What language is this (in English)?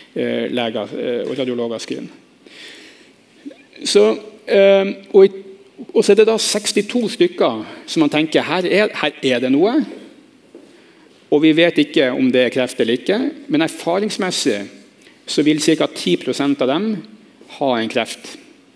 Norwegian